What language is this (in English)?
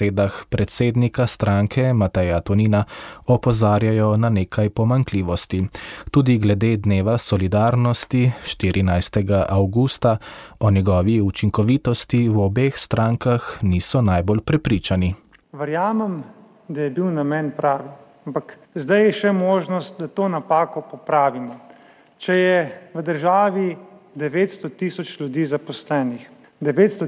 Slovenian